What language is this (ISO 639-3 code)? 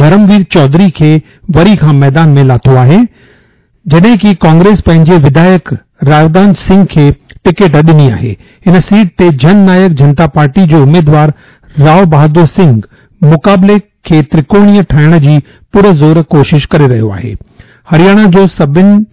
snd